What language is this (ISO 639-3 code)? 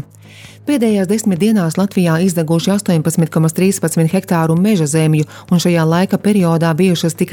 lav